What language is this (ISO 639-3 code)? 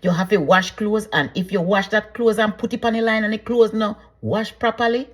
jam